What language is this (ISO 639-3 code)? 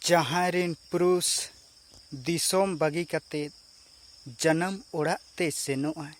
sat